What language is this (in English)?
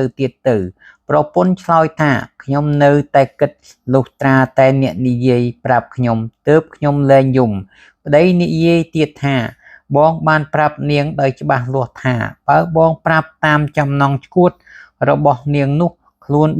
Khmer